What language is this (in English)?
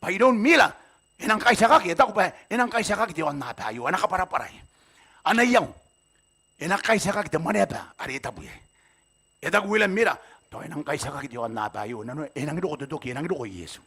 Gilbertese